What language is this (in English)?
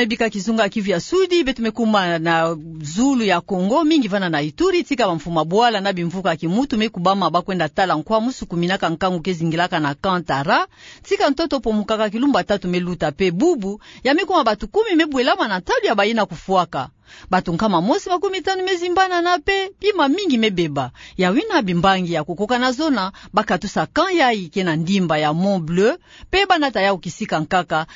Kituba (Democratic Republic of Congo)